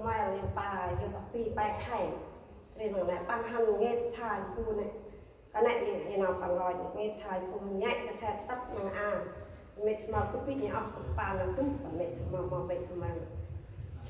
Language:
Central Mnong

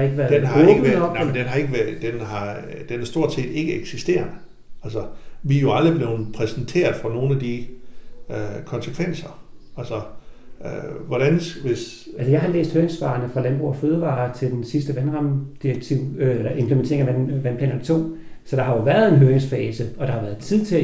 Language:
Danish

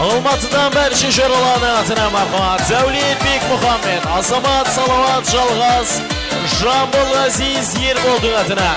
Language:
Kara-Kalpak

